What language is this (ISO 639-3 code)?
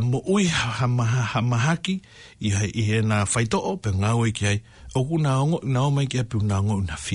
ton